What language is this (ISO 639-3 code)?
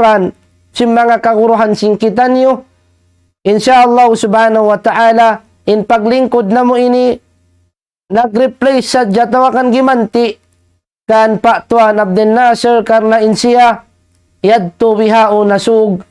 tsg